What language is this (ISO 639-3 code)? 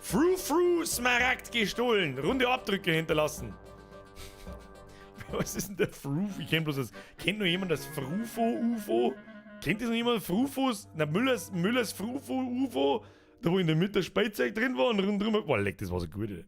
bar